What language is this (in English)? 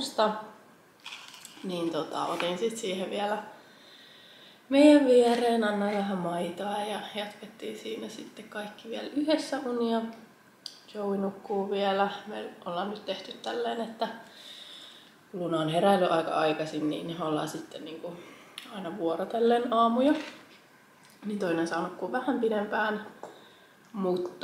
Finnish